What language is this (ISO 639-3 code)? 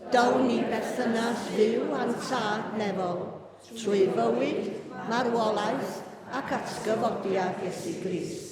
cym